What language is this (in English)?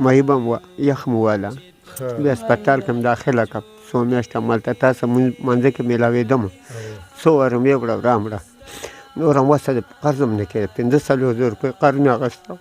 Pashto